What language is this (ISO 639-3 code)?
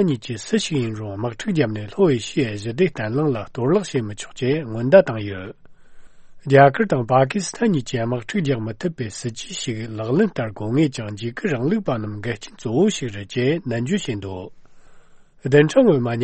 bod